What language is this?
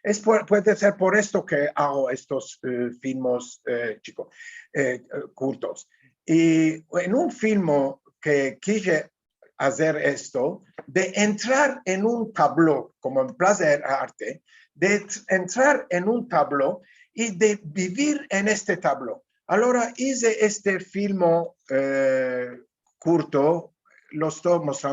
Ladino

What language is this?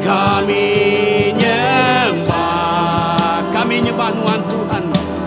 Iban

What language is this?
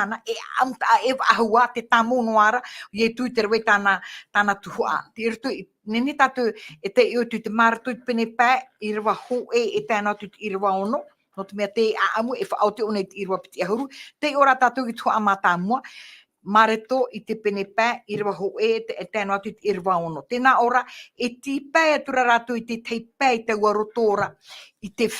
Tahitian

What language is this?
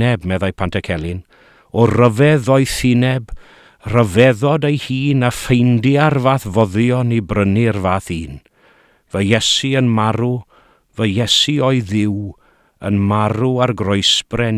Welsh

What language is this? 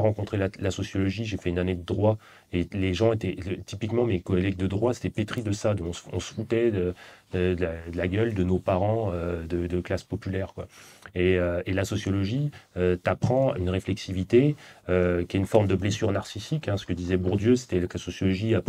French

